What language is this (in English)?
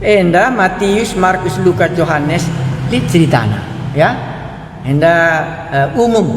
Batak Karo